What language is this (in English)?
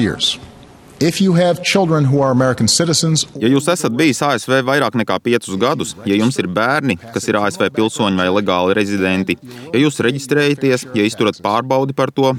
Latvian